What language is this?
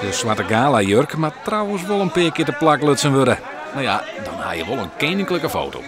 Western Frisian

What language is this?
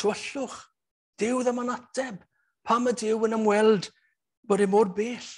Welsh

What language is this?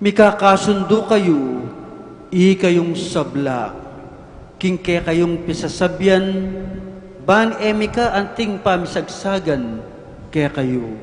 Pampanga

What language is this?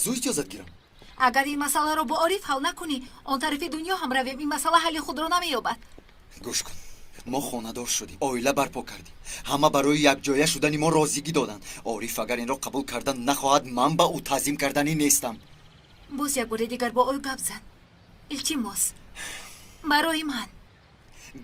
Tajik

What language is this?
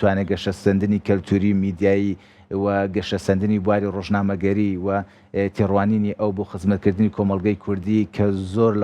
Central Kurdish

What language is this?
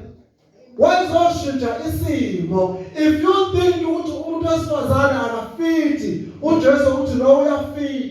Zulu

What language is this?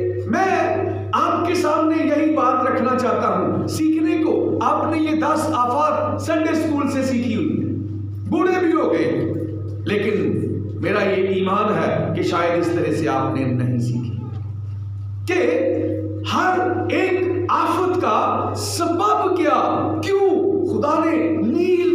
Urdu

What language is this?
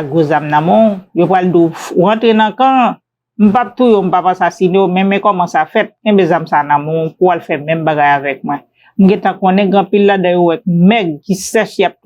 Haitian Creole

